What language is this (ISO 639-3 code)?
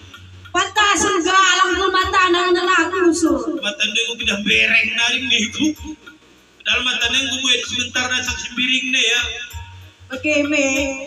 btx